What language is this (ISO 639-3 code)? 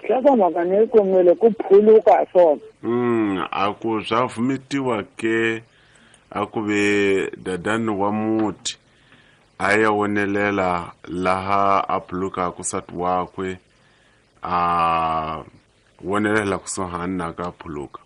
tso